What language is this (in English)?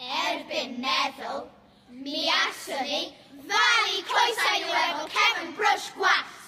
Welsh